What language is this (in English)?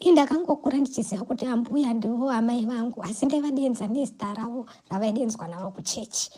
Shona